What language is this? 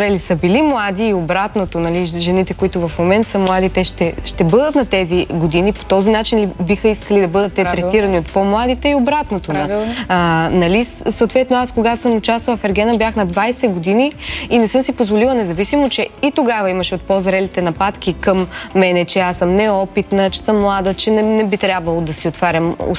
Bulgarian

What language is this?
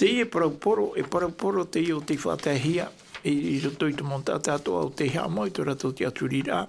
Tahitian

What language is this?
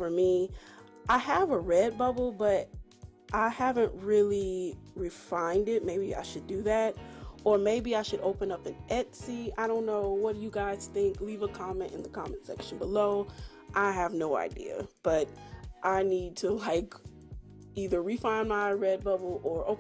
English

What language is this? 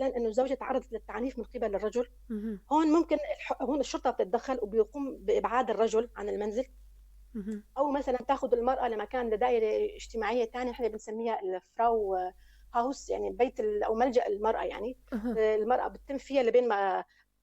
North Levantine Arabic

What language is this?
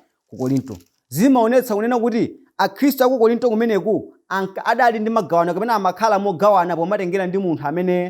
Nyanja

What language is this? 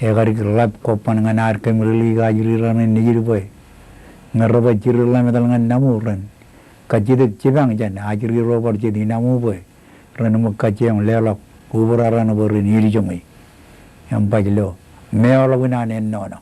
Marshallese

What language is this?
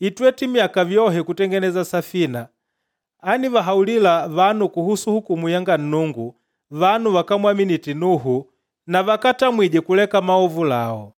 Makonde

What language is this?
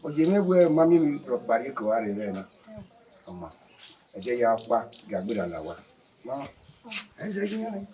Bini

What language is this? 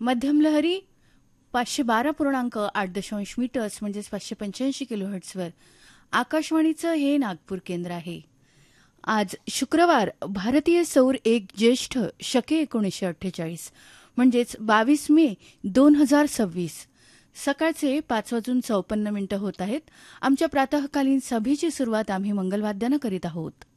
Marathi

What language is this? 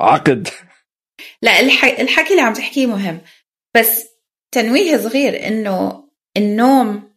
North Levantine Arabic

